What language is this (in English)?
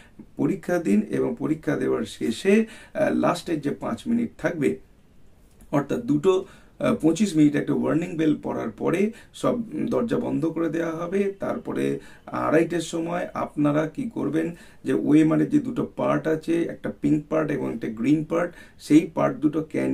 Bangla